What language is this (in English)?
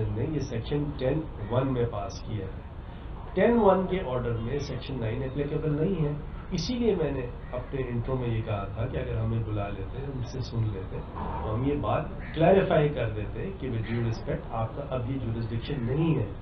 Urdu